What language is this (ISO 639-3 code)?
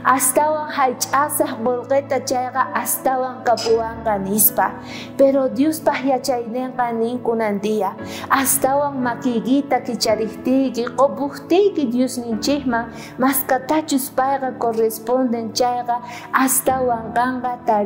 quh